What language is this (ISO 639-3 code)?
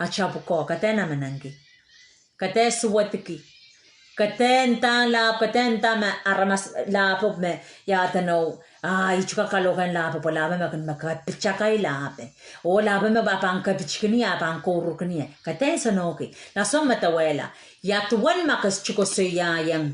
pon